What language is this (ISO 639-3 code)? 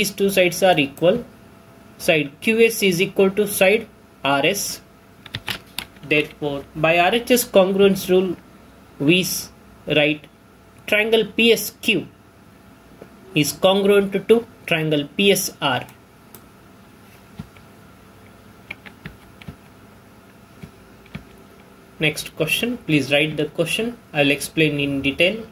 eng